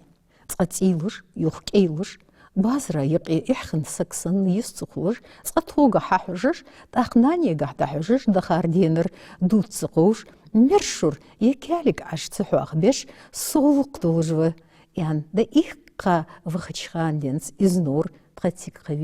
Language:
Ingush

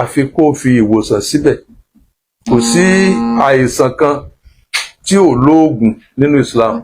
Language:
Yoruba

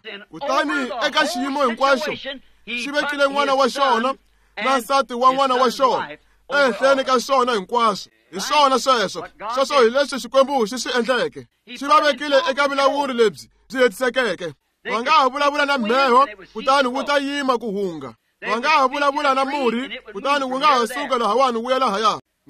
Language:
Tsonga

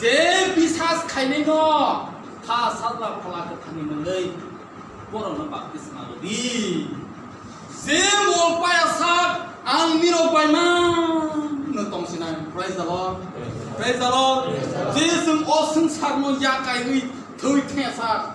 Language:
Kok Borok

